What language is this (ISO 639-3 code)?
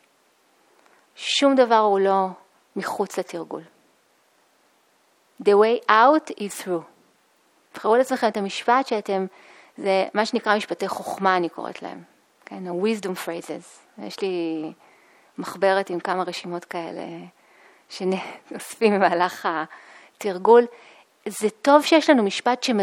heb